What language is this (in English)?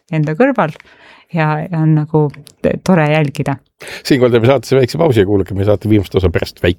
Estonian